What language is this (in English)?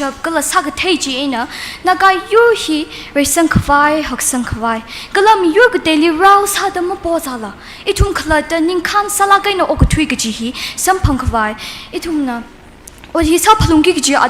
Tangkhul Naga (India)